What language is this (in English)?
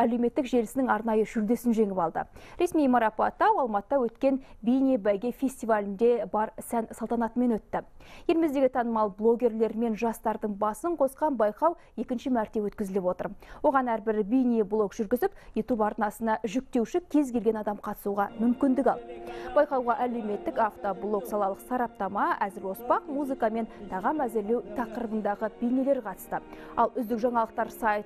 Kazakh